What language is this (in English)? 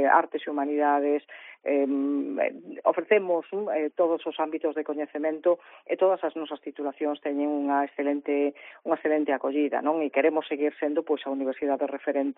Galician